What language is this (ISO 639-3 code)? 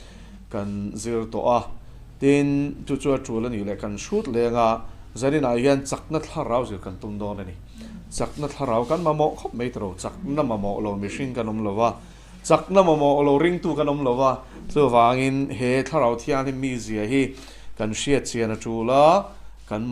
lus